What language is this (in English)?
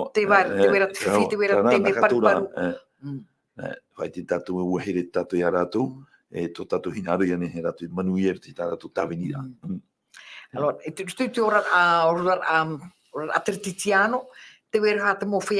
Tahitian